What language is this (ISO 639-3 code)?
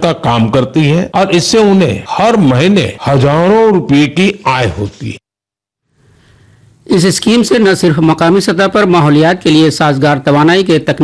urd